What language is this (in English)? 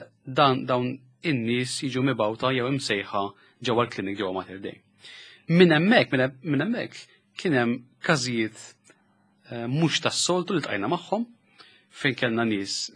Maltese